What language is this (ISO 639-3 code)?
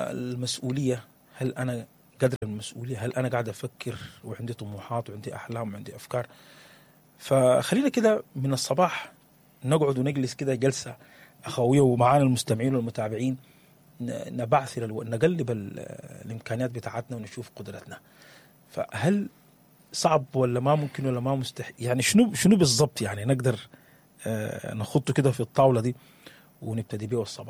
apd